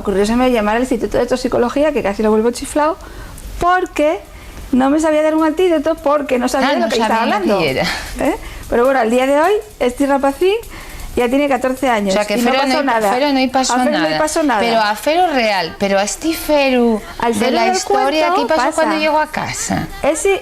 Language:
Asturian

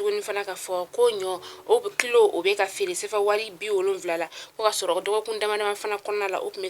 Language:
Bambara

